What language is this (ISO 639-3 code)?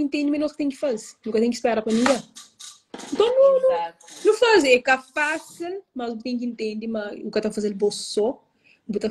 kea